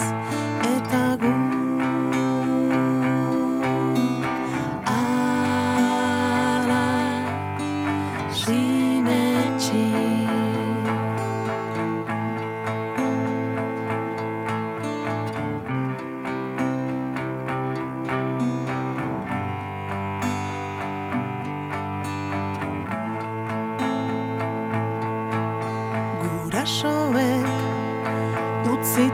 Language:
Basque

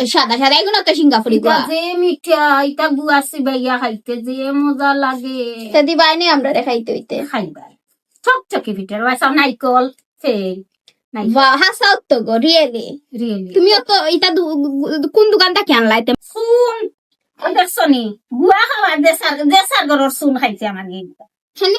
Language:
Sylheti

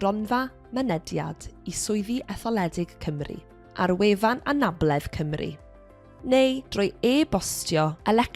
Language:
Welsh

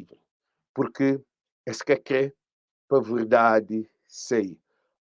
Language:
Kabuverdianu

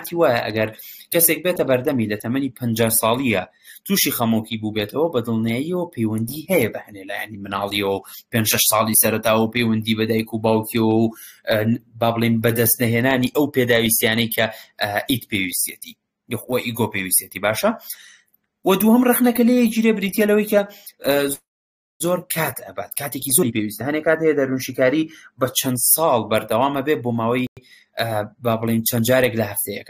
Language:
Central Kurdish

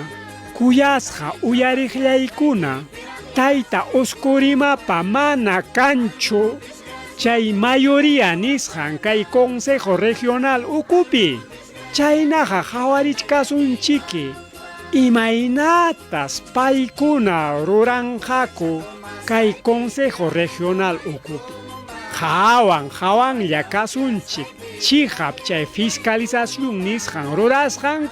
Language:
Ayacucho Quechua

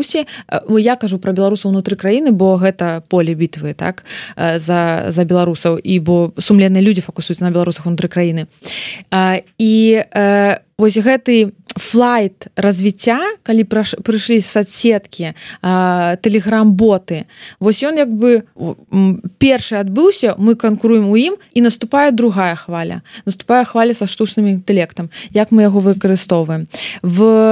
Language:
Belarusian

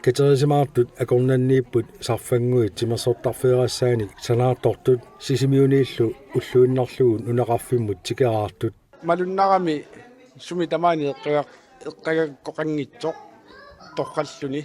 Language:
Kalaallisut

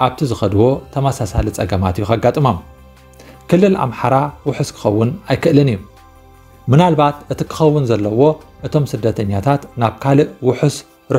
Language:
Tigrinya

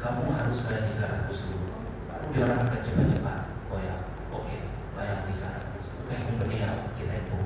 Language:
Iban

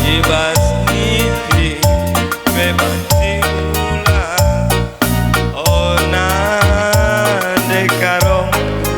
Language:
Batak Karo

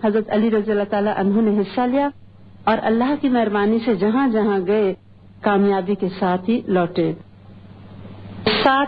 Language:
Urdu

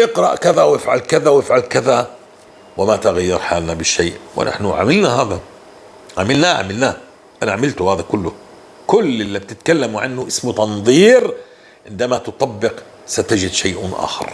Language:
North Levantine Arabic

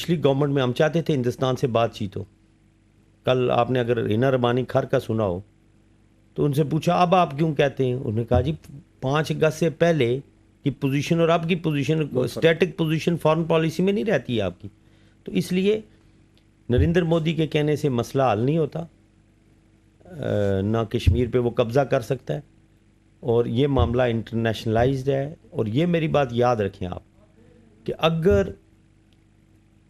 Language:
Urdu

